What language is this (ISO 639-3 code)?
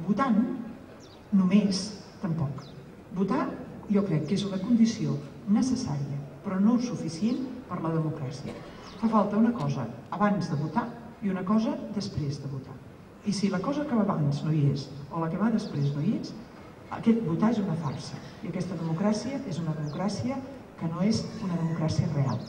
cat